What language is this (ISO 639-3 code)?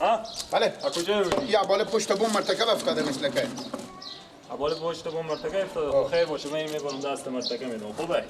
fas